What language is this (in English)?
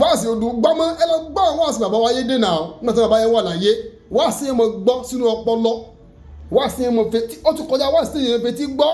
Yoruba